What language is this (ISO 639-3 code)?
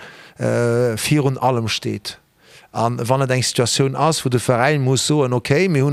ltz